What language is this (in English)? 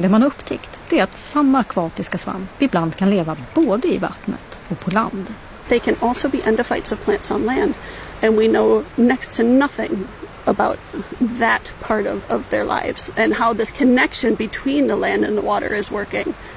Swedish